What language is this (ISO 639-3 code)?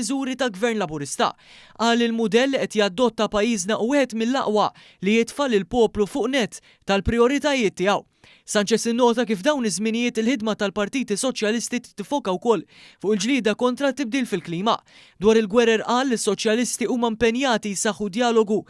mlt